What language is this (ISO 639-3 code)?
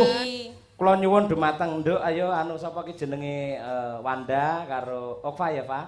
jav